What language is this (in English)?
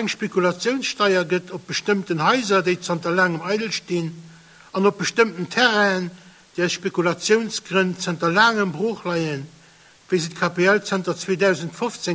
Luxembourgish